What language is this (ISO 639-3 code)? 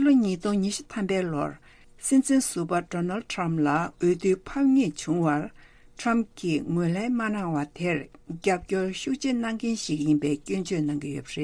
bod